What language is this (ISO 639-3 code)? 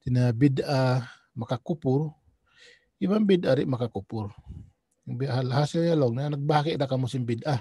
tsg